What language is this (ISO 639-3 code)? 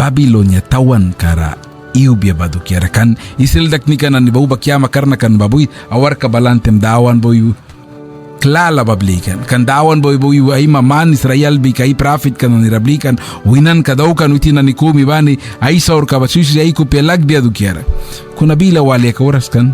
miq